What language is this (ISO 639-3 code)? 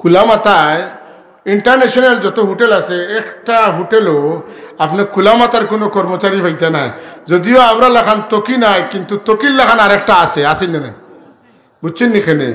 syl